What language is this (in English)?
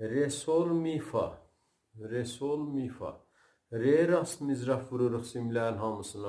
South Azerbaijani